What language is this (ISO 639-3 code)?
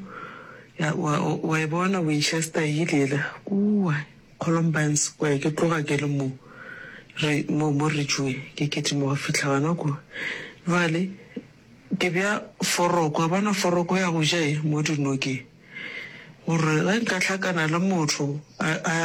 nso